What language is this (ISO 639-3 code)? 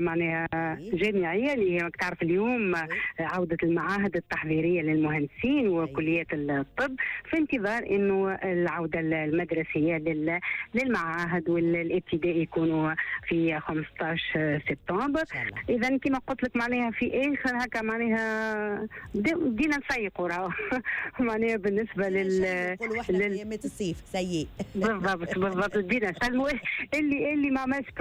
aeb